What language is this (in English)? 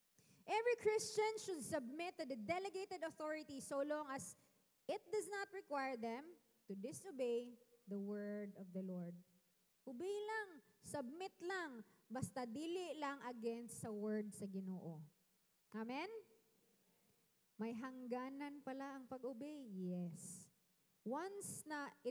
Cebuano